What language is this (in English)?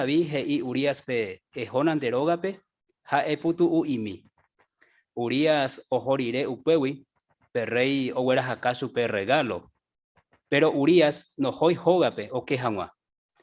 Guarani